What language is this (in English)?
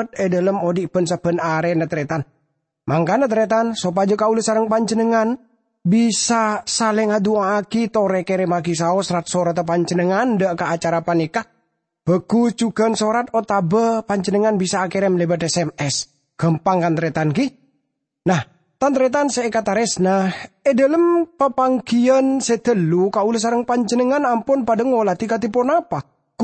Madurese